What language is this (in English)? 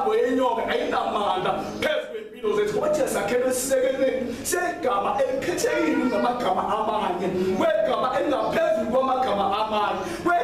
Zulu